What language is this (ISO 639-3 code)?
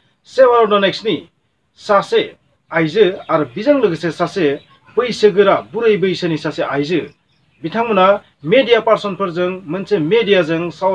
brx